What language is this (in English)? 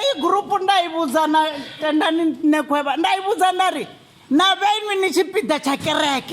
Venda